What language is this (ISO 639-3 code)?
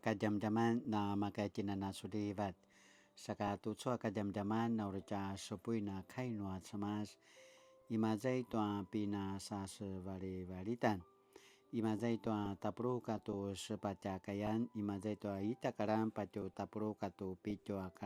pwn